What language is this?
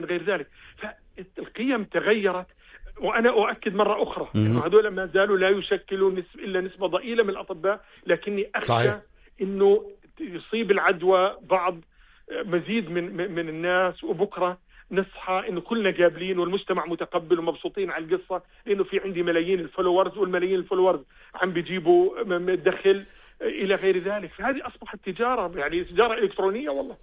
North Levantine Arabic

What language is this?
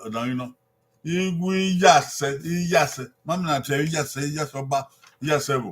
Bini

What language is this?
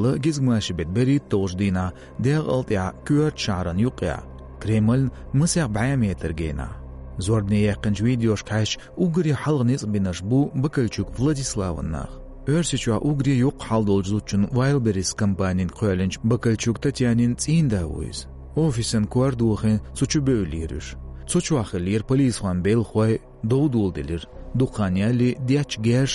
Chechen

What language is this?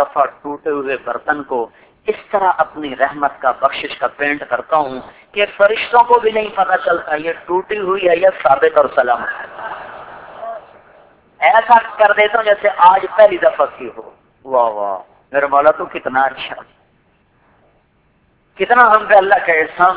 Urdu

